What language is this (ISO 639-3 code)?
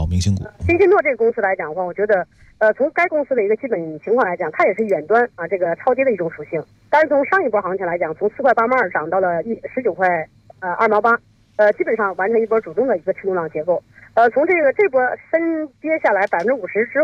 zho